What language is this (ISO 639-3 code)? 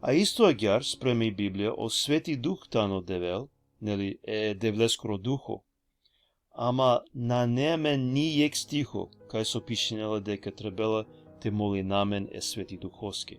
rmn